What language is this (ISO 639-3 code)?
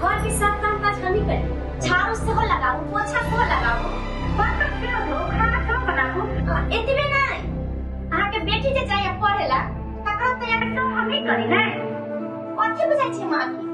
mai